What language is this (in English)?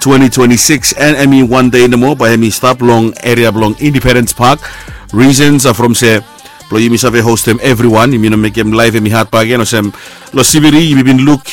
Bislama